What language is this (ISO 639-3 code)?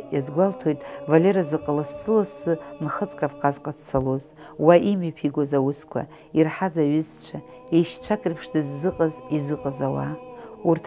abk